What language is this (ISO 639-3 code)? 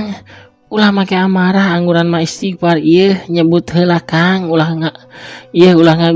sun